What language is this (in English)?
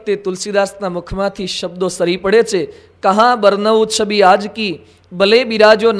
Gujarati